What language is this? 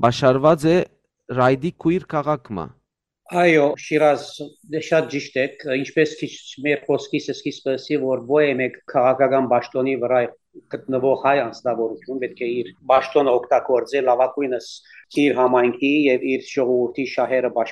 Western Armenian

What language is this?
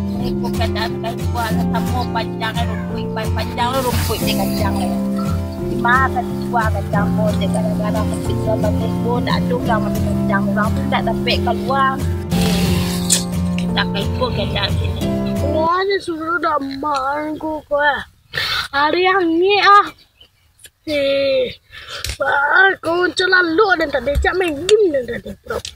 Minangkabau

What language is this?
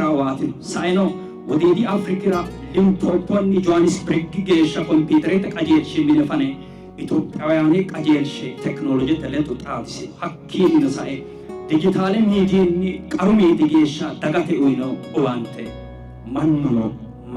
Sidamo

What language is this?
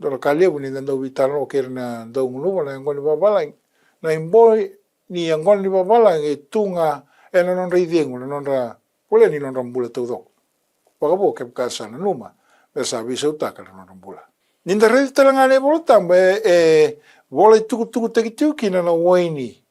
Fijian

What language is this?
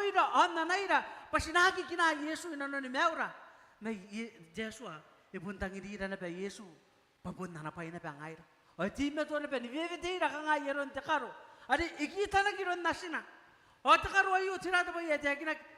Gilbertese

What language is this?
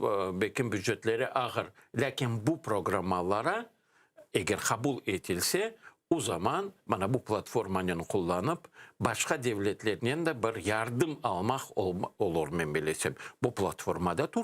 Crimean Tatar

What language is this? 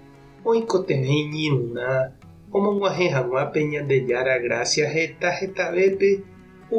Guarani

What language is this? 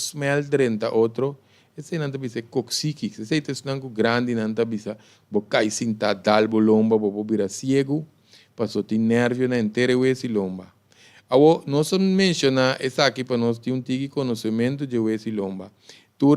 Papiamento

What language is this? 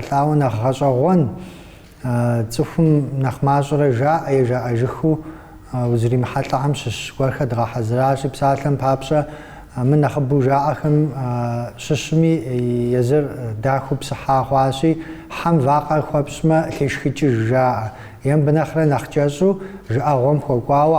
Kabardian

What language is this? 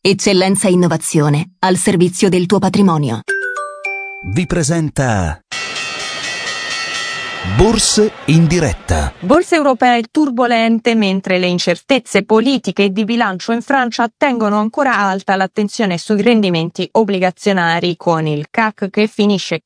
Italian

